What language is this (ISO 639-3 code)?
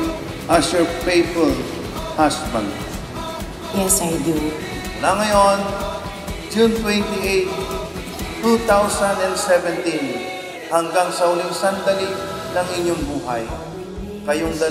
fil